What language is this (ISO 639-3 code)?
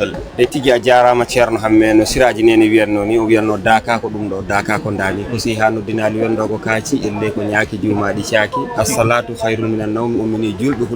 ful